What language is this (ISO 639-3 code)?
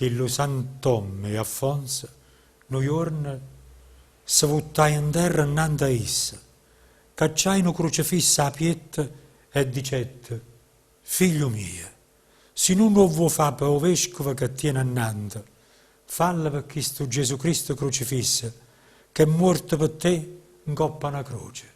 nap